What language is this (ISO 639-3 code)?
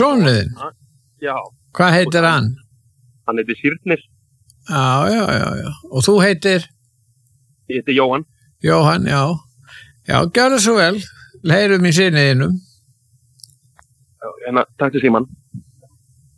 isl